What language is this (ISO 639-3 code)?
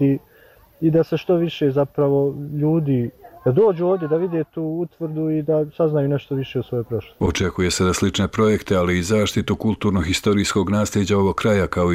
bos